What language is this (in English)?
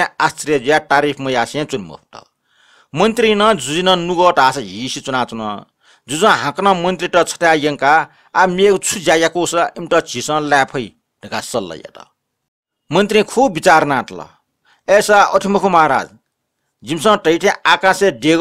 Newari